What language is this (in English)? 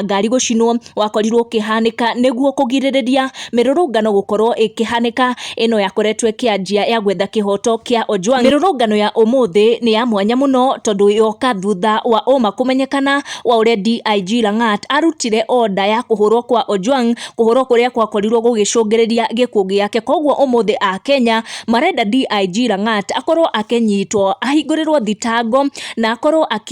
Kikuyu